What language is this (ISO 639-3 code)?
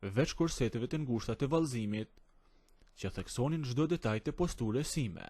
sqi